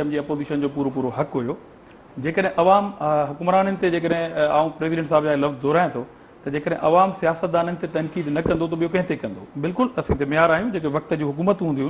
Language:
Sindhi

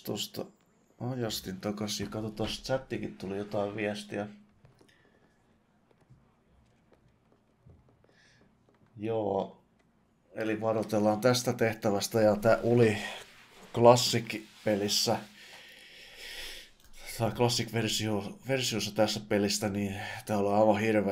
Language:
Finnish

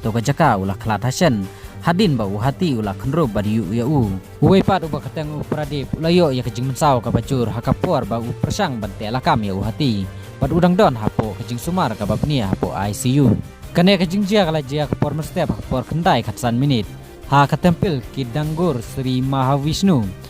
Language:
Khasi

